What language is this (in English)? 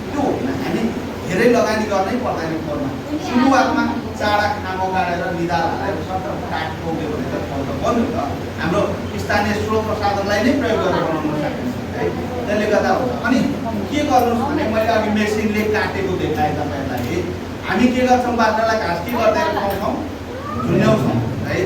Nepali